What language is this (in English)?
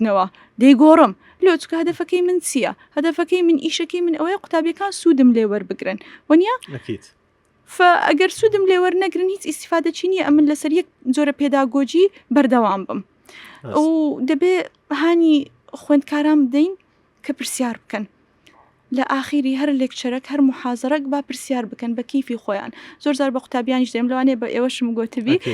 Central Kurdish